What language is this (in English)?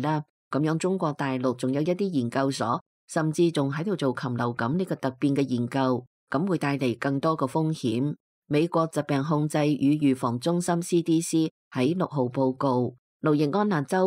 Cantonese